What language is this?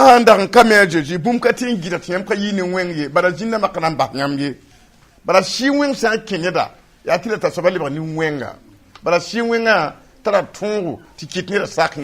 Mossi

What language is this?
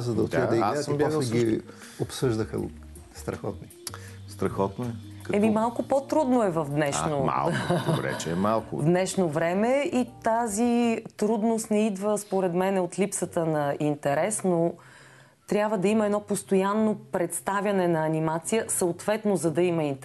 Bulgarian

